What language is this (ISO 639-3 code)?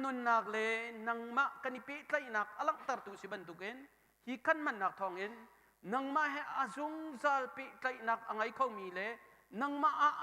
cnh